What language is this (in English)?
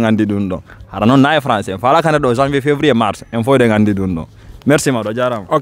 Fula